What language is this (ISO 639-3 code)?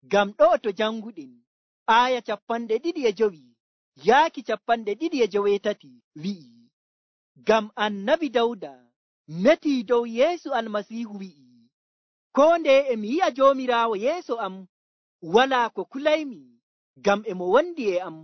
fuv